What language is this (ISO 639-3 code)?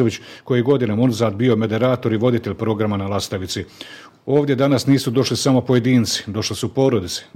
bos